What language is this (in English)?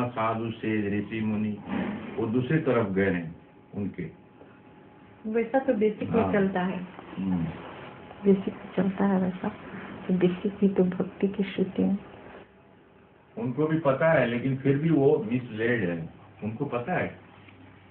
Hindi